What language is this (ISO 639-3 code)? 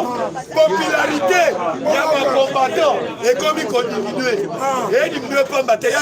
lin